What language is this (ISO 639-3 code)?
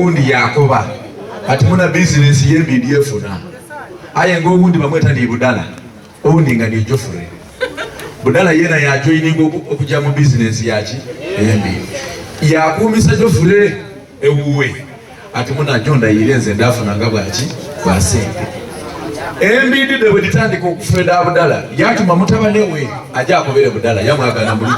lug